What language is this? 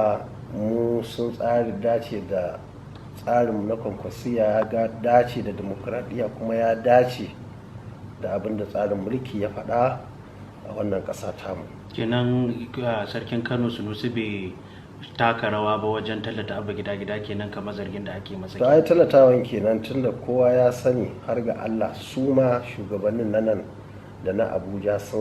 Hausa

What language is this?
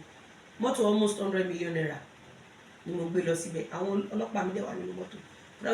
Yoruba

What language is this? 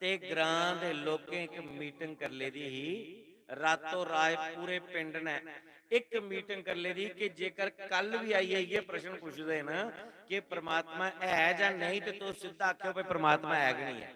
Dogri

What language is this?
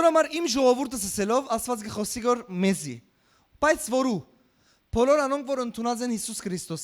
Western Armenian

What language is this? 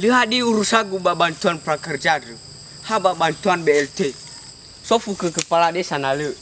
Nias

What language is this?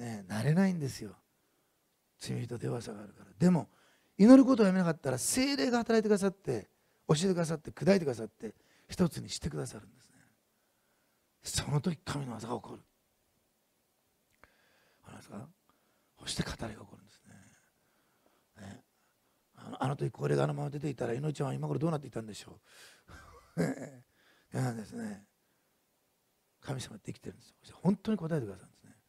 Japanese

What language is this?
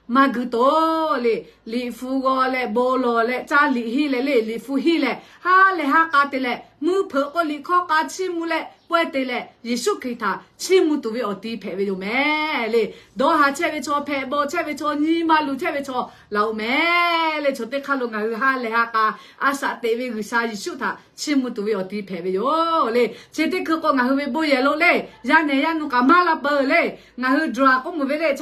Lahu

